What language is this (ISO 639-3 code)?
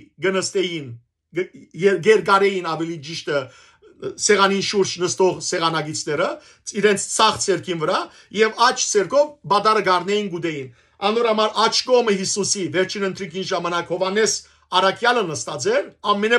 hyw